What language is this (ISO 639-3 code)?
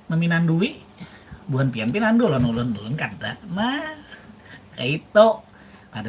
bjn